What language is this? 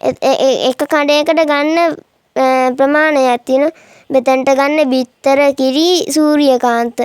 Sinhala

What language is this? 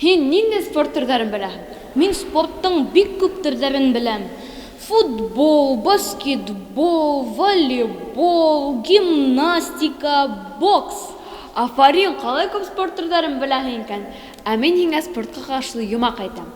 Bashkir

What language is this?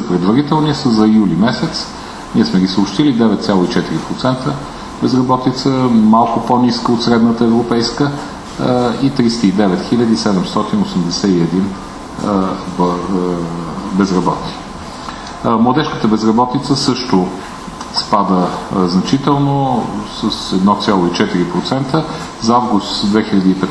Bulgarian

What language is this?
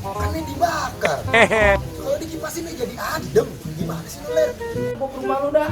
Betawi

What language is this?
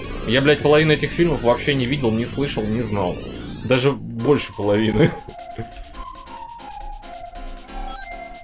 Russian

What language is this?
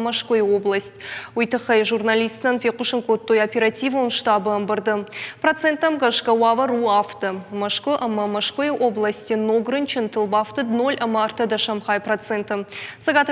Ossetic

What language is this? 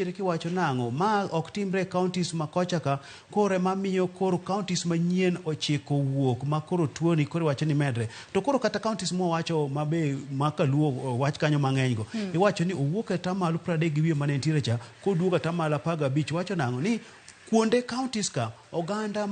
Luo (Kenya and Tanzania)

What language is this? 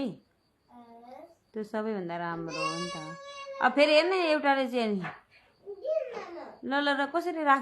Nepali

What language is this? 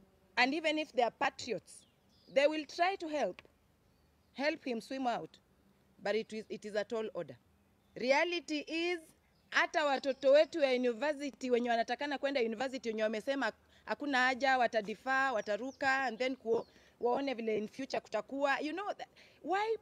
Swahili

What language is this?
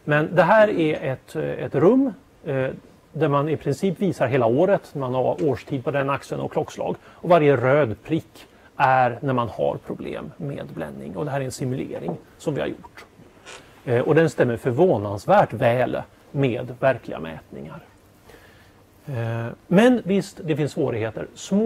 Swedish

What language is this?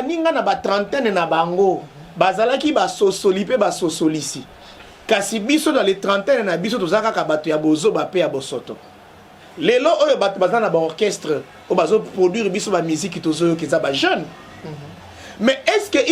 Lingala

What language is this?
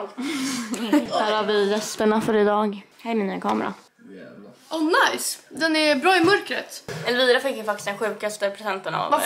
Swedish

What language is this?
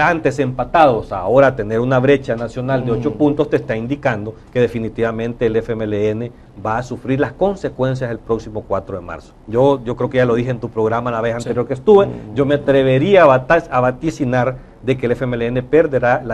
Spanish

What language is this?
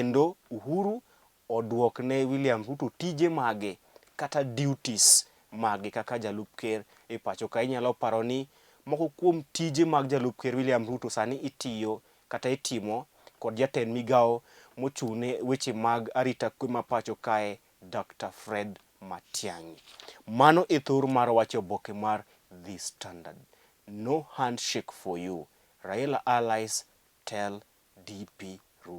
Luo (Kenya and Tanzania)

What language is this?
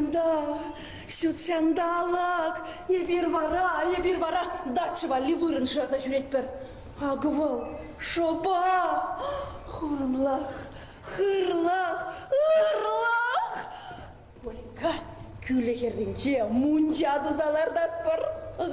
Chuvash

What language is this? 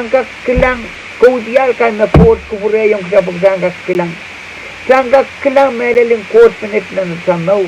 Pohnpeian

